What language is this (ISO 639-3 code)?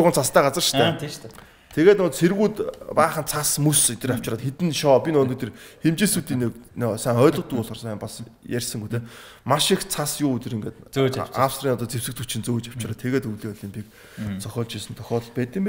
mon